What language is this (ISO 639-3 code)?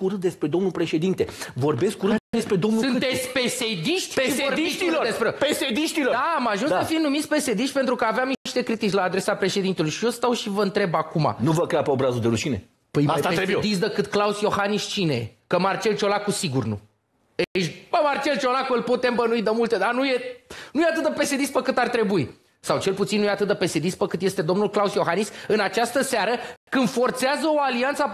ron